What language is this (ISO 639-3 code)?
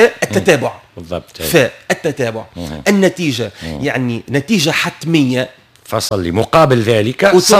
aeb